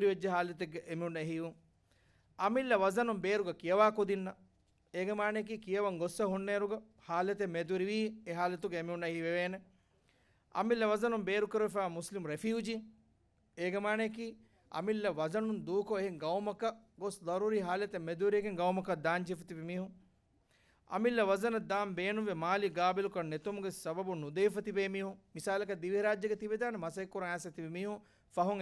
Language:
Divehi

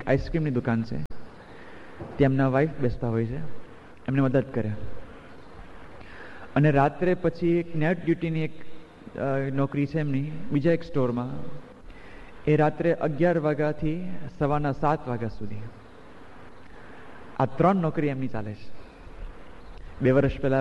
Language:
Gujarati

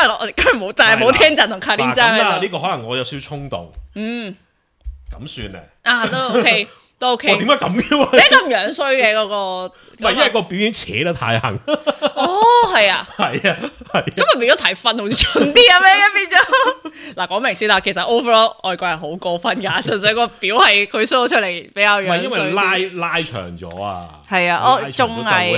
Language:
Cantonese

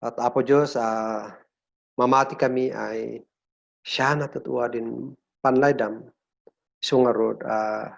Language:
Kankanaey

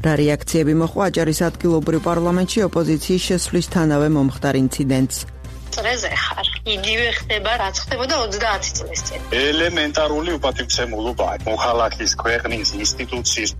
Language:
Georgian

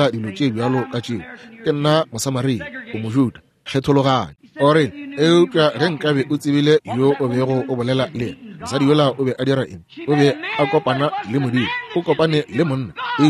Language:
Northern Sotho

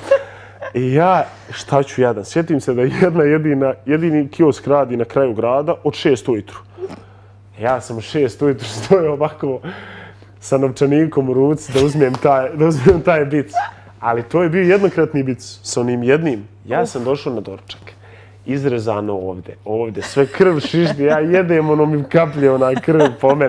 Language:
Bosnian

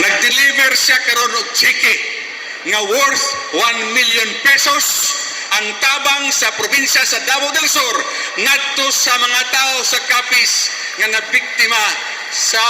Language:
Cebuano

